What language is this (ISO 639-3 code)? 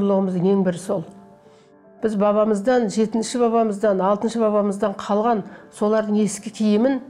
kaz